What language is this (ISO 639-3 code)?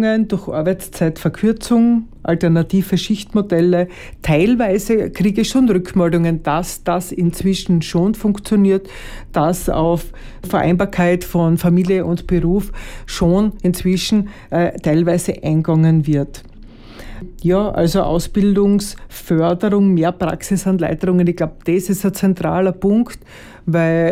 deu